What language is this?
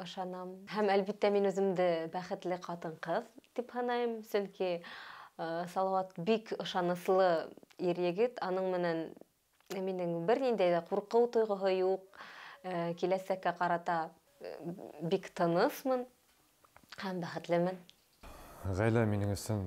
Bashkir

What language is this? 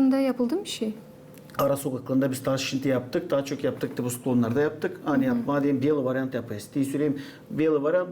Gagauz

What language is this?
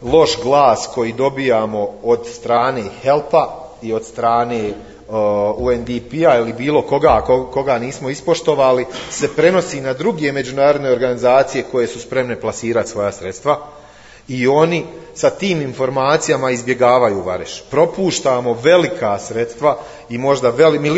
Bosnian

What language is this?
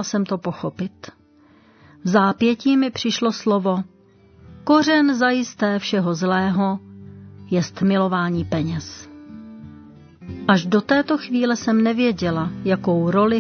Czech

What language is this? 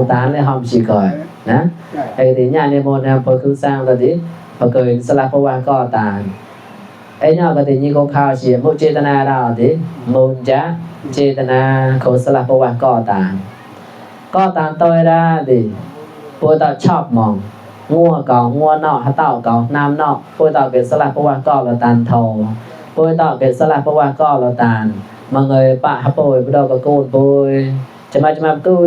Mon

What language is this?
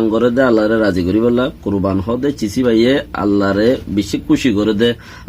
Rohingya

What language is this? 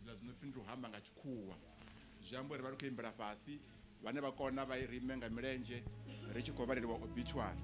Venda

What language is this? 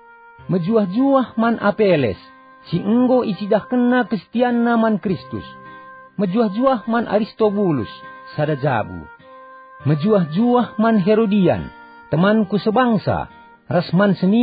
Batak Karo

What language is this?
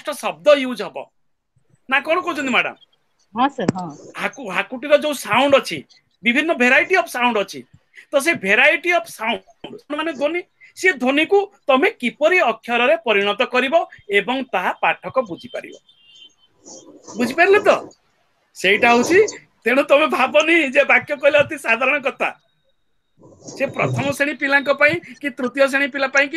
Odia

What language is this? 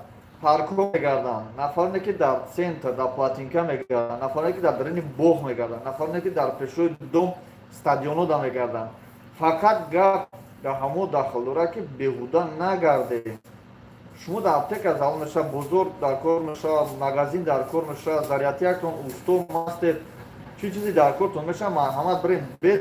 Tajik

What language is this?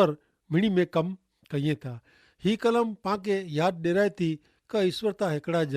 Kachhi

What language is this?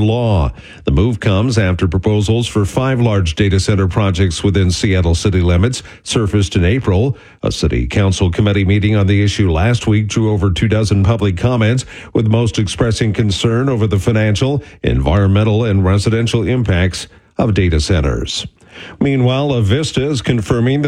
English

